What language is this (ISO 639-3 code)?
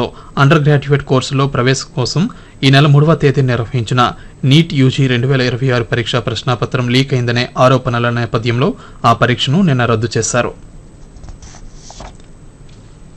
tel